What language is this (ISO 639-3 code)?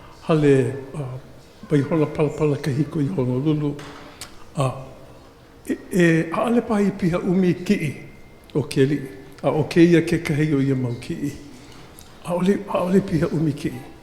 haw